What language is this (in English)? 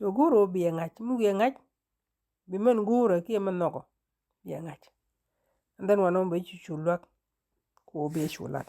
Nuer